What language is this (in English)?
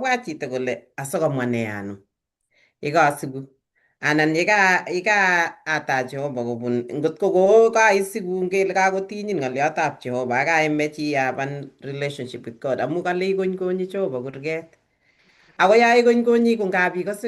Kalenjin